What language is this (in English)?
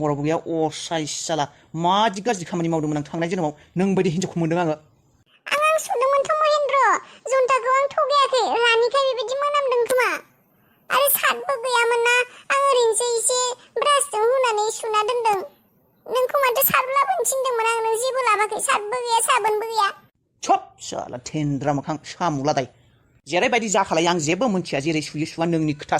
Bodo